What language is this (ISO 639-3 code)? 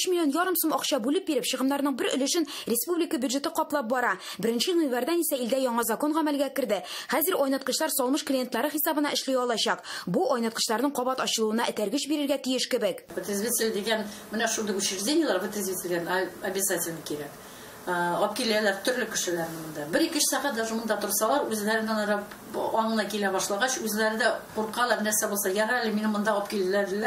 tat